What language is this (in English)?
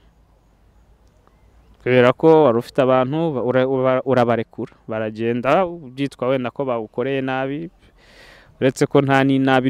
Kinyarwanda